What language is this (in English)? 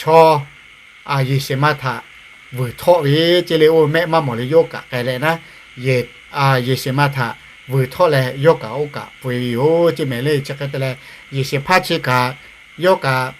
Lahu